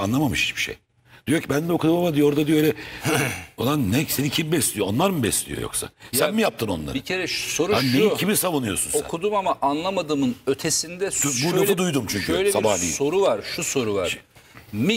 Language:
Turkish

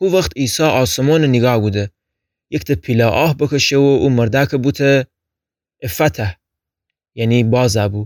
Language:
Gilaki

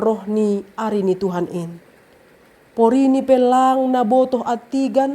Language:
Batak Simalungun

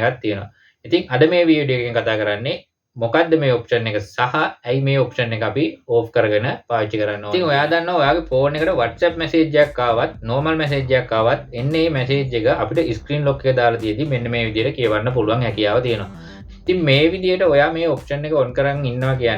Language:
Sinhala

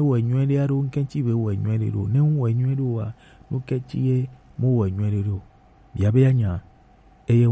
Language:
Gen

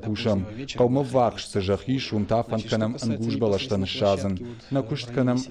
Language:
Ossetic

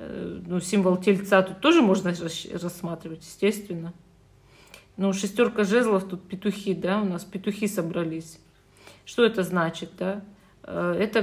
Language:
Russian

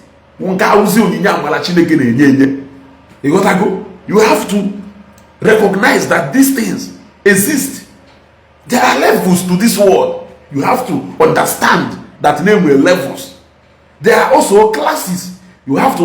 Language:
Igbo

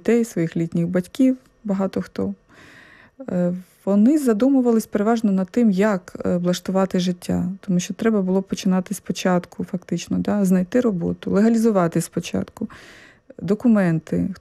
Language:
Ukrainian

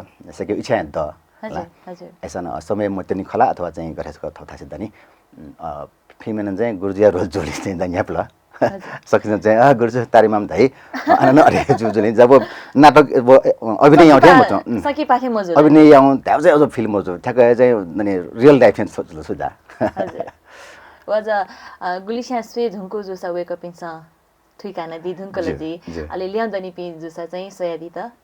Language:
Newari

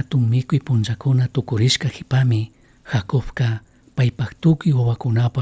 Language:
Chimborazo Highland Quichua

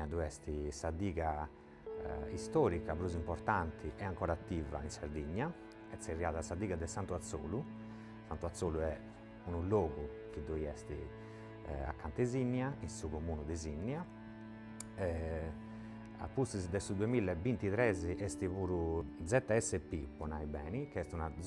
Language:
Sardinian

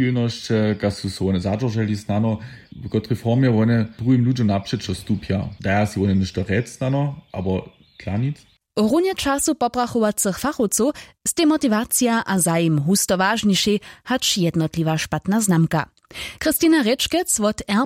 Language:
Upper Sorbian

